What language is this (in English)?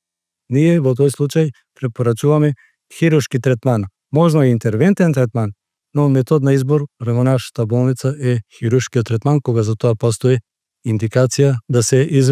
Macedonian